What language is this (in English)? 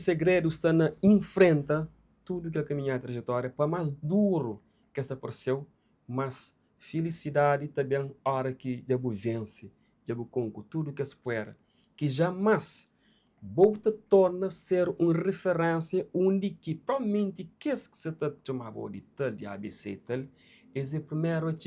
Kabuverdianu